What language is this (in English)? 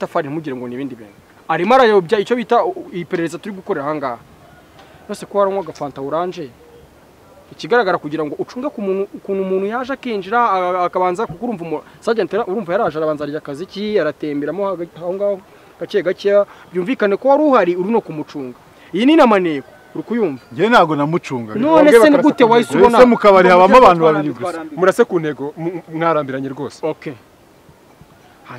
Kinyarwanda